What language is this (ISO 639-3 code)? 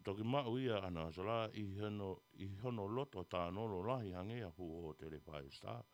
ton